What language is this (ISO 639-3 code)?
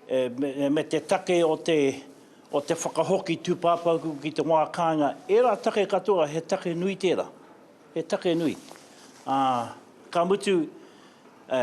mri